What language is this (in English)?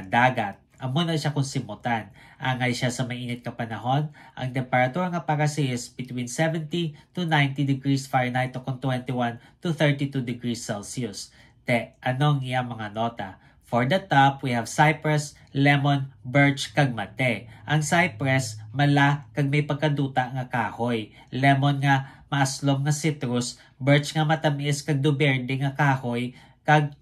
Hiligaynon